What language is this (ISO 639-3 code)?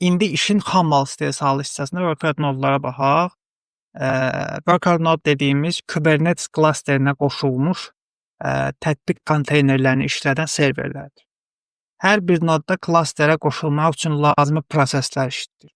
aze